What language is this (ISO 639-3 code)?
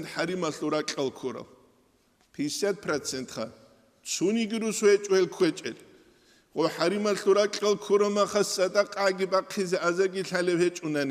ava